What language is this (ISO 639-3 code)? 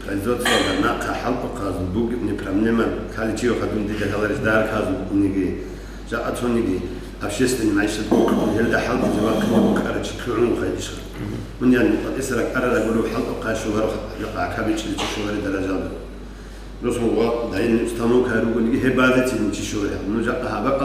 ava